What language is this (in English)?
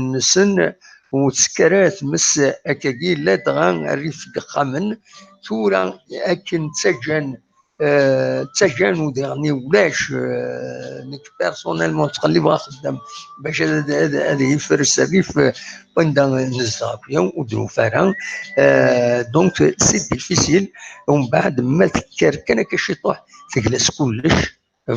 Kabyle